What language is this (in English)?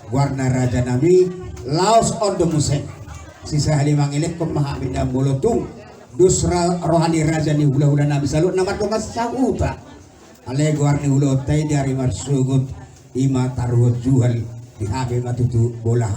Batak Toba